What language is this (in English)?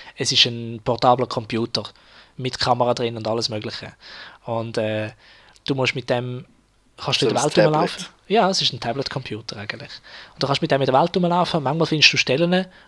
Swiss German